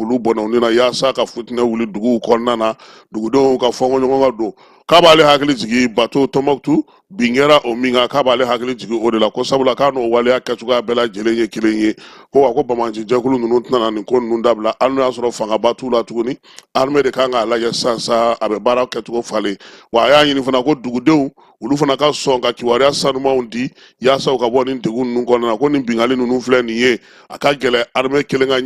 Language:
Bambara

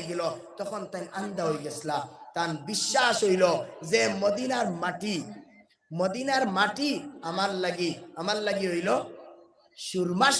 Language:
Sylheti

